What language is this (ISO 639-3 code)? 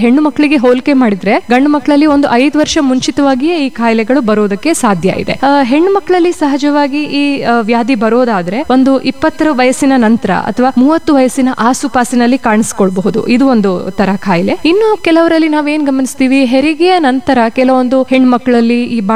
kan